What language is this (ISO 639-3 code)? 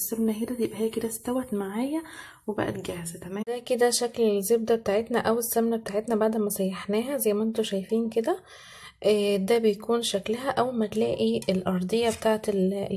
arz